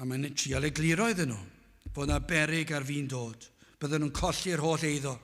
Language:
Welsh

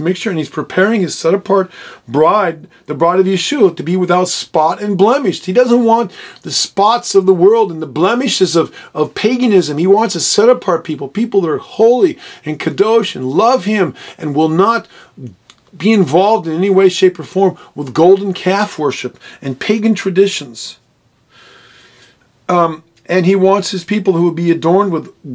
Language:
English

